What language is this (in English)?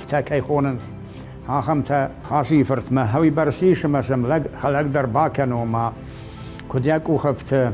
Ossetic